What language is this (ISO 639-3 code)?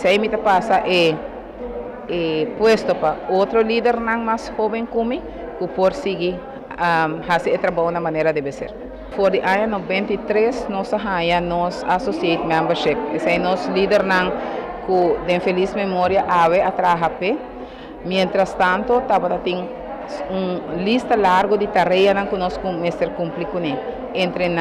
pap